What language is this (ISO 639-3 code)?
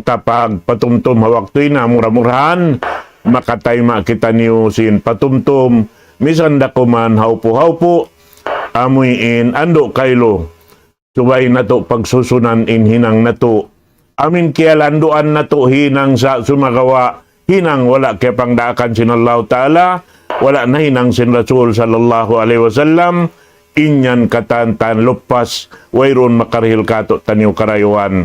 tsg